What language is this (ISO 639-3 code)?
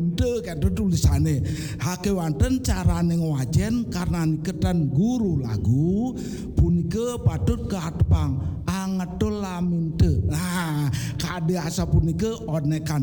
ban